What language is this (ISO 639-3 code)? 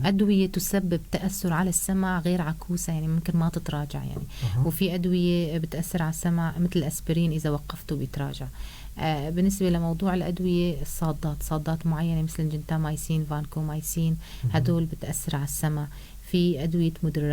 apc